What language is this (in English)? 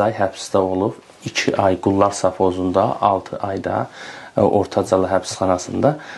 Azerbaijani